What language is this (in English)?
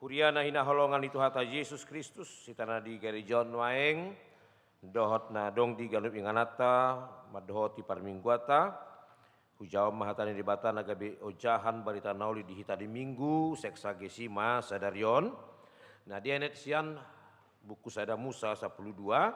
Batak Toba